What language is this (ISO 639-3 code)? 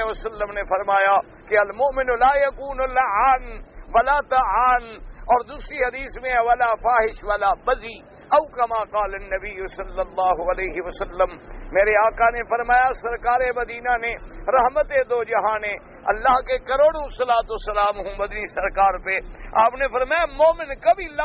urd